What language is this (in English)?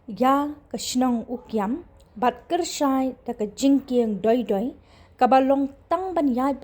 Khasi